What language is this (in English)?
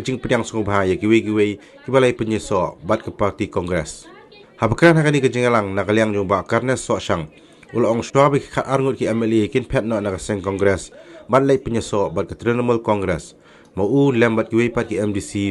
Khasi